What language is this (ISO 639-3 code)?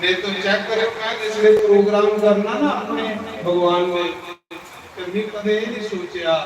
doi